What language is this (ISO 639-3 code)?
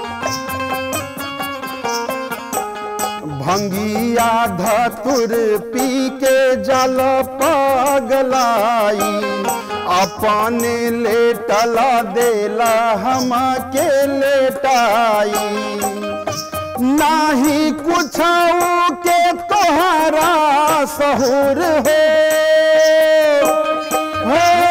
bho